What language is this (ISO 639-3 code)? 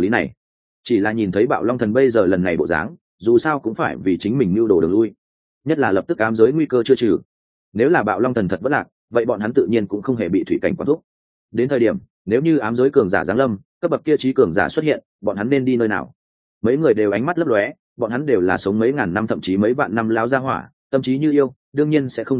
vie